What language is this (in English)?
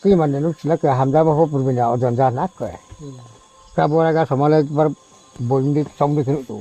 Riang (India)